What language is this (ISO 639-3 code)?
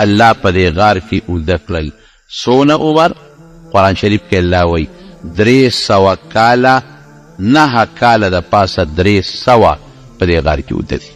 pus